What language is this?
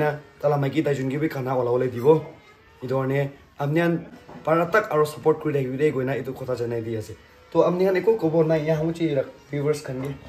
Naga Pidgin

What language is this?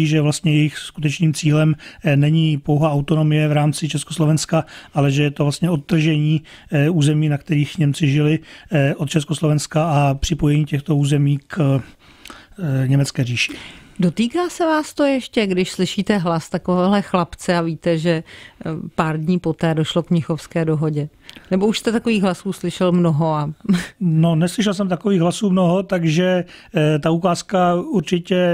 Czech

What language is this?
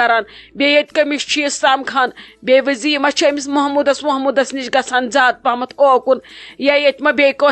Kashmiri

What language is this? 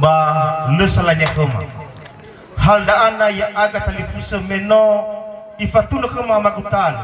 Nias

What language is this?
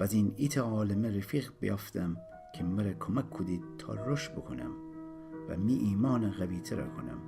Gilaki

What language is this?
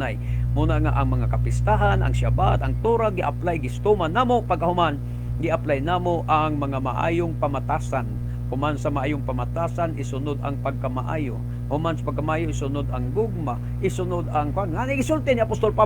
Cebuano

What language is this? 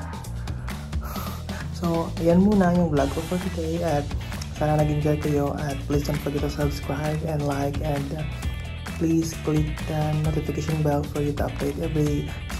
Filipino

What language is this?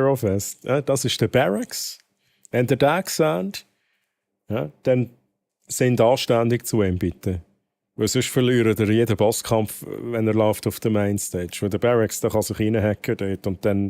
Swiss German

